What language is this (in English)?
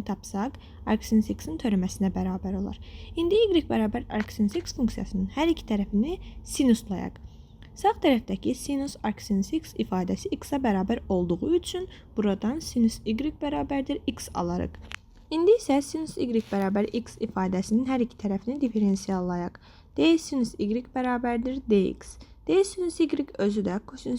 Azerbaijani